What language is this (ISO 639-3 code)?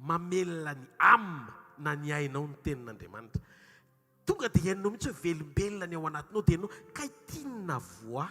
mlg